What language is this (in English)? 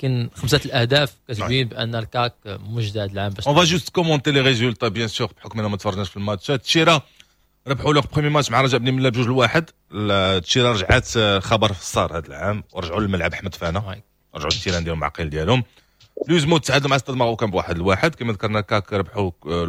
Moroccan Arabic